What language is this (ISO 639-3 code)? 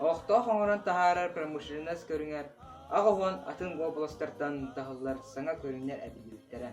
sah